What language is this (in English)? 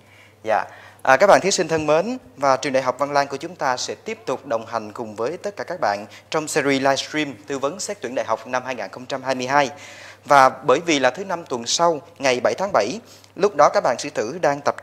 Vietnamese